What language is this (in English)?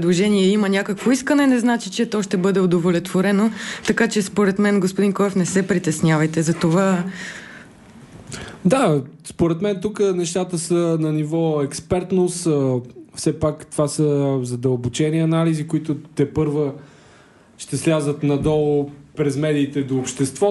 Bulgarian